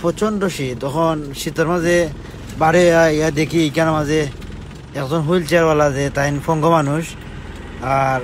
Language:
Sylheti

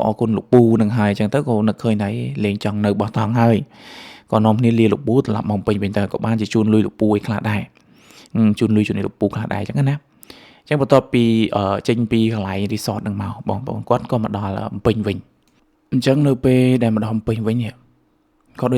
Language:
Khmer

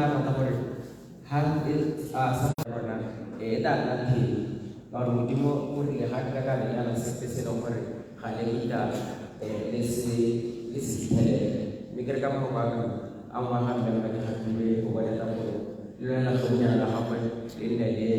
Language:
Tswana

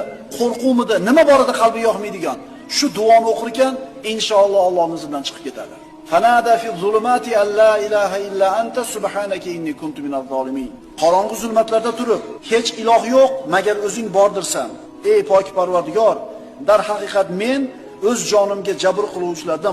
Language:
Uzbek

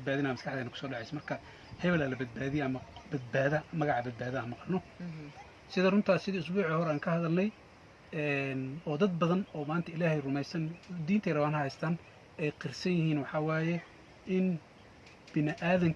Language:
Somali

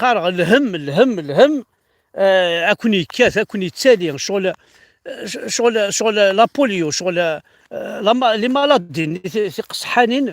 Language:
Kabyle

